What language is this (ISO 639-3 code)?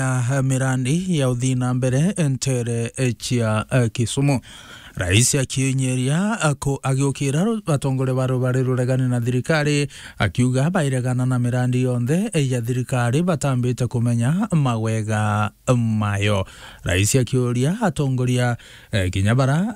mer